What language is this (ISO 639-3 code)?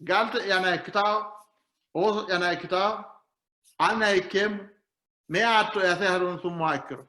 sid